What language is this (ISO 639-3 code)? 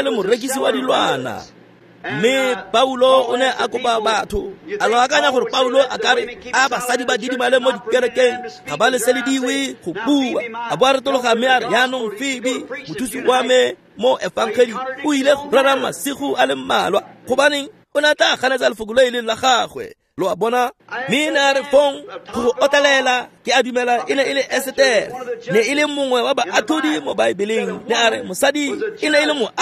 tsn